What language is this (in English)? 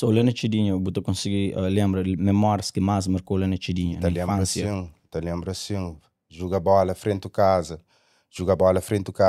Kabuverdianu